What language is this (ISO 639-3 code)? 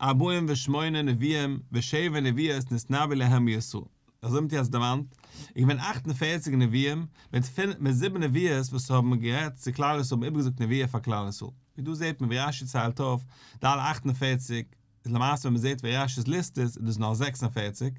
yid